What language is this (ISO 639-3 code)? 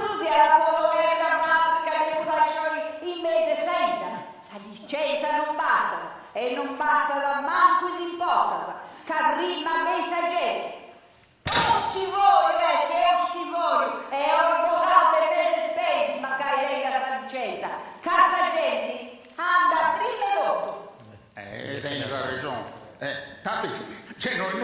srd